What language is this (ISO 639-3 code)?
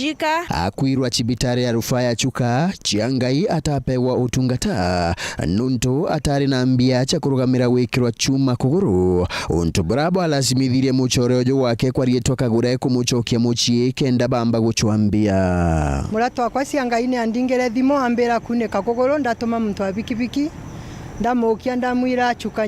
mer